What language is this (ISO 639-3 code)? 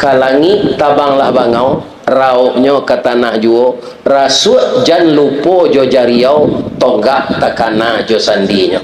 min